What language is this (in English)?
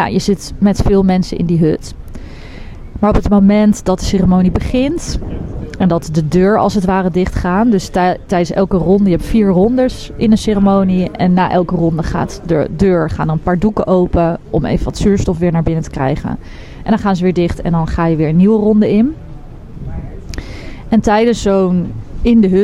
Dutch